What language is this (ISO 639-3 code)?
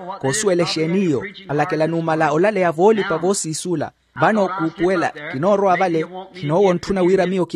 vmw